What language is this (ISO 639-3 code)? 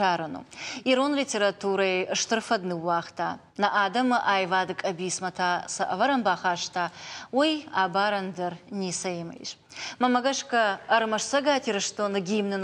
oss